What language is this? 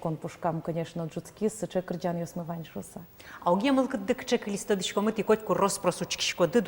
Udmurt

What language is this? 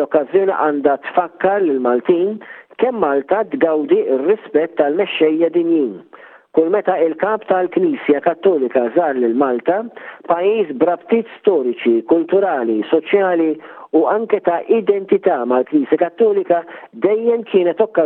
Maltese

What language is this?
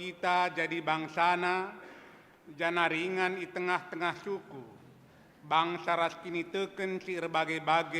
Batak Karo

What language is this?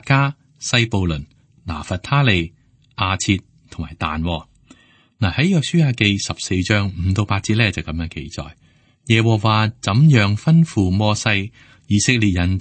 Cantonese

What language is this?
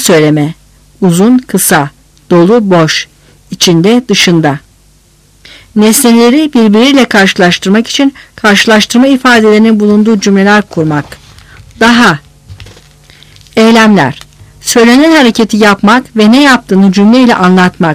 Turkish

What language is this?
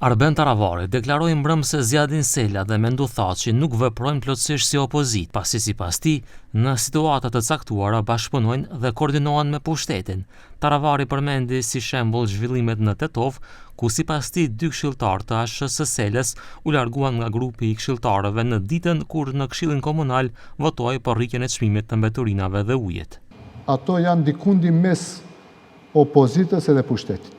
Albanian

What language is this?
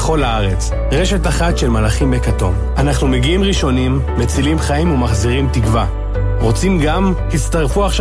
Hebrew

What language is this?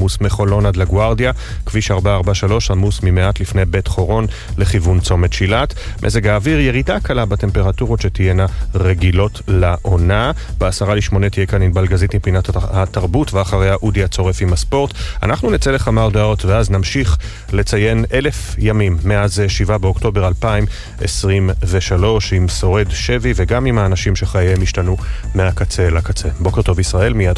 Hebrew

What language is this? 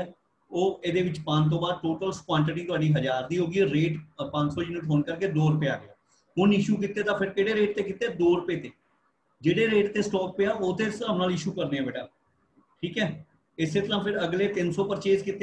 Punjabi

